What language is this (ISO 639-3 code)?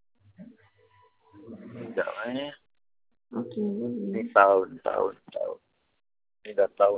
msa